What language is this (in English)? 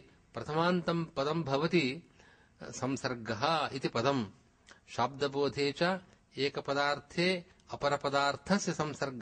Sanskrit